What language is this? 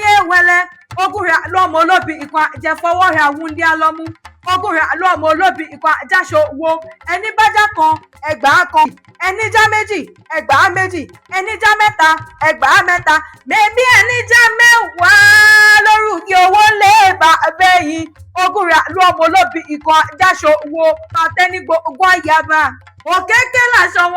Yoruba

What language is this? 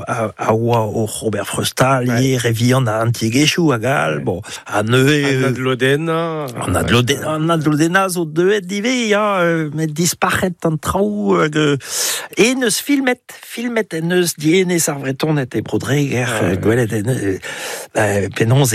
Breton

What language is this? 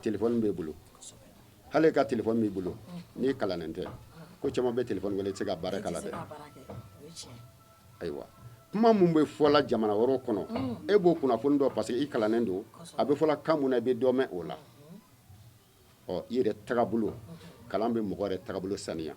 Bambara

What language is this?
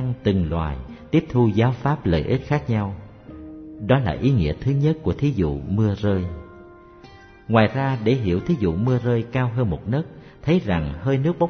Vietnamese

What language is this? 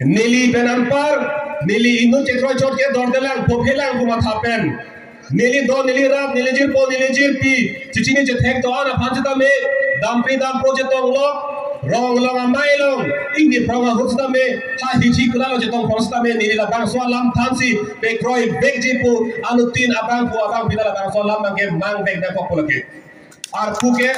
Karbi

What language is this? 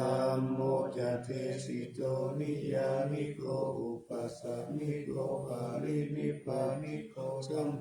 Pali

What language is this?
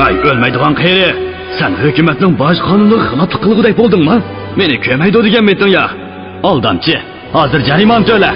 Uyghur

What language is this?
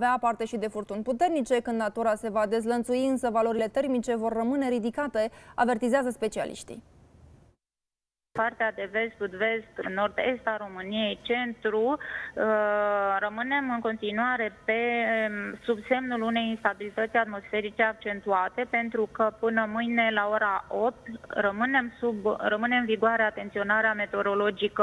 Romanian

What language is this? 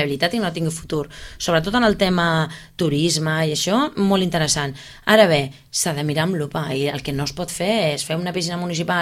Catalan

